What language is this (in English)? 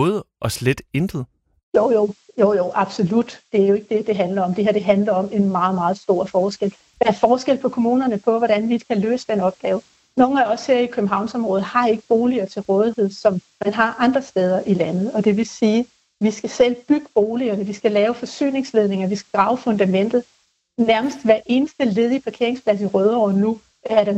Danish